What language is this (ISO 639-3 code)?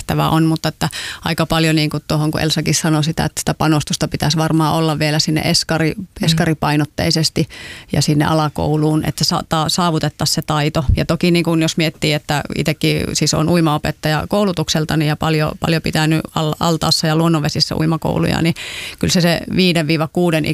fin